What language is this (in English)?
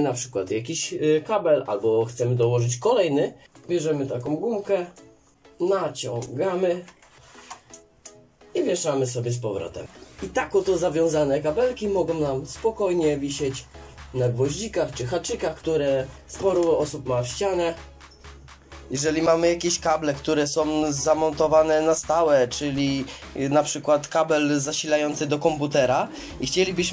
Polish